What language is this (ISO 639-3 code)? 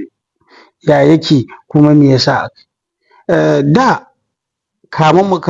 hau